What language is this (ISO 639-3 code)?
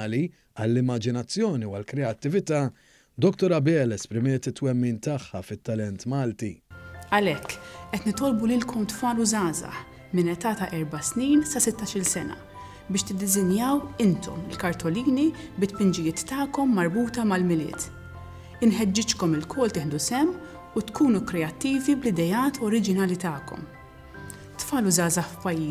mlt